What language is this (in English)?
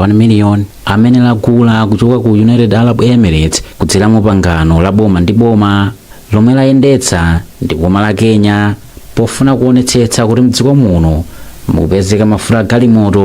Nyanja